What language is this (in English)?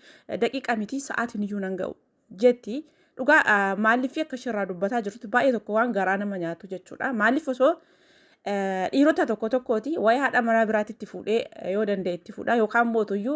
Oromo